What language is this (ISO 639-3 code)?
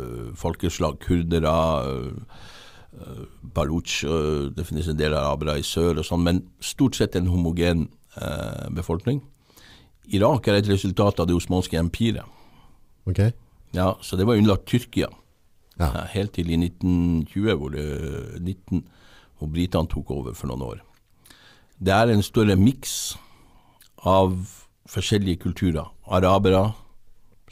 nor